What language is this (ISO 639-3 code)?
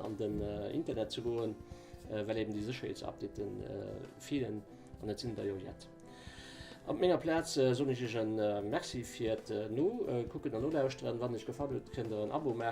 ltz